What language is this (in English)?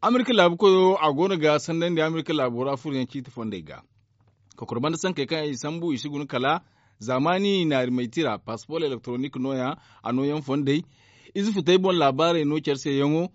Zarma